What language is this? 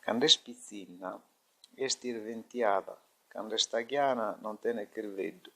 Sardinian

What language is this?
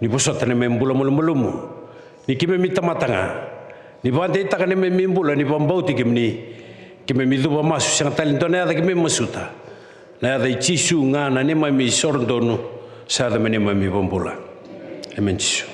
Fijian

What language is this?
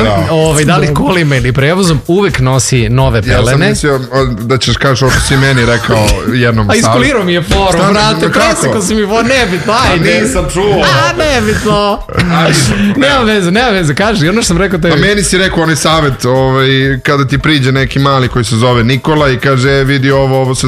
Serbian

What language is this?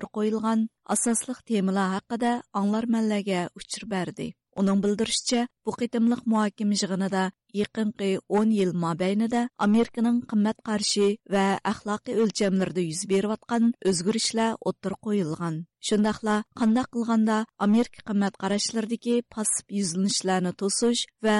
Uyghur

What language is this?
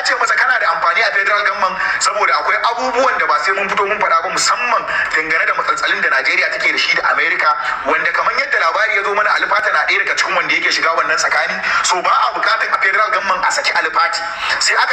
Hausa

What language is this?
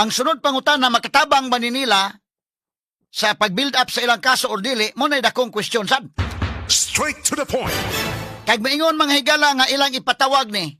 Cebuano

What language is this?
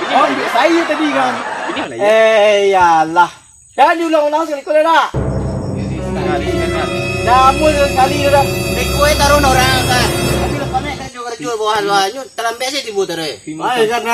Minangkabau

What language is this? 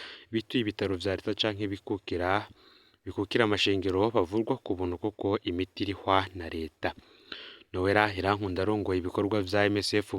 Rundi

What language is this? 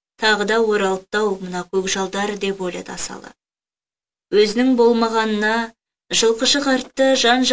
Kazakh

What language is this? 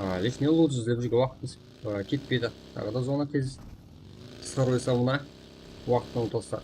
Kara-Kalpak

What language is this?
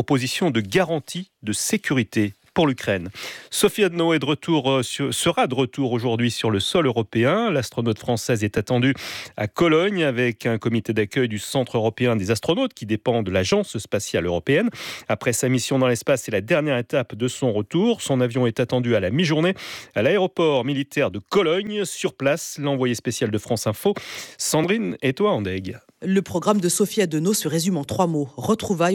French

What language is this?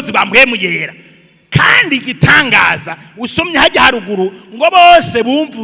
Rundi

